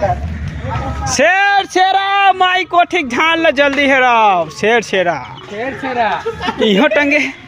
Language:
Chhattisgarhi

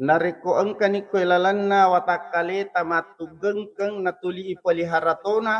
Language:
Buginese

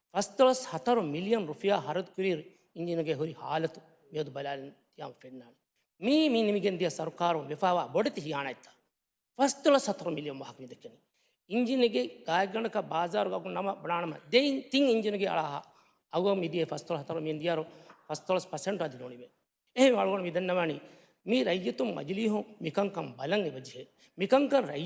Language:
Divehi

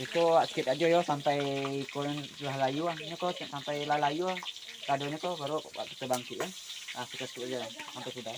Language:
Minangkabau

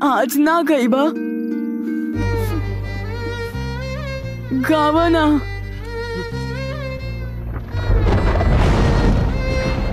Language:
Bhojpuri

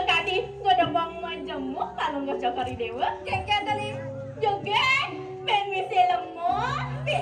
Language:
Balinese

